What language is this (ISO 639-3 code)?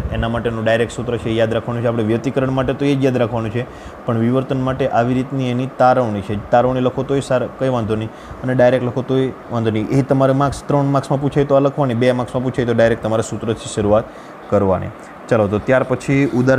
guj